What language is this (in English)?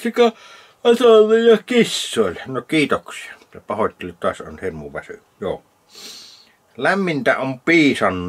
Finnish